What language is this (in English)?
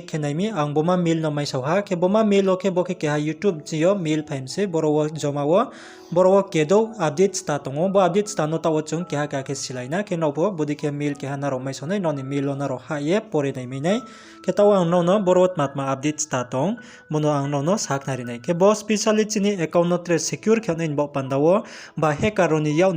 Riang (India)